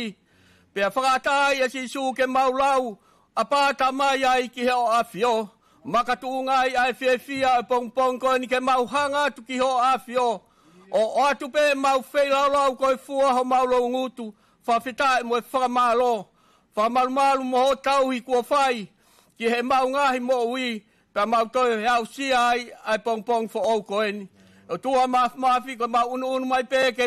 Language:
Tongan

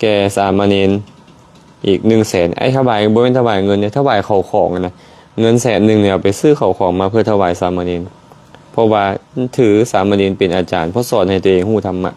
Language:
Lao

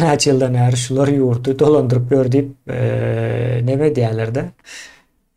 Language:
Turkmen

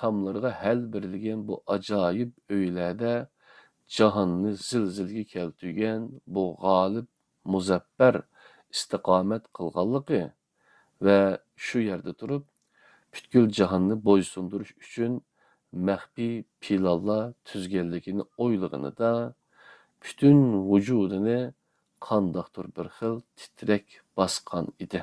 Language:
Uyghur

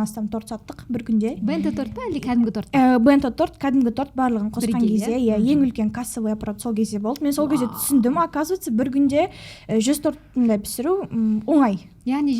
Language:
Kazakh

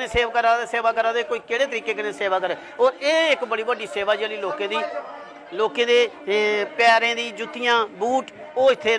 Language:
Dogri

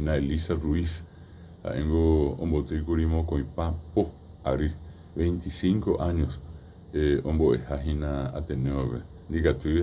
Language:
Guarani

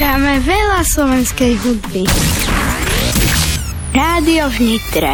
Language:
Slovak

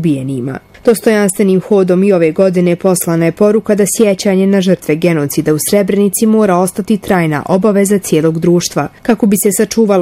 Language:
Bosnian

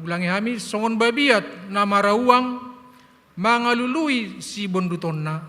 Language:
Batak Toba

